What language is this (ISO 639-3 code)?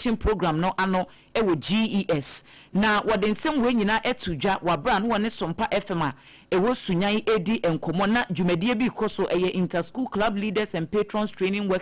aka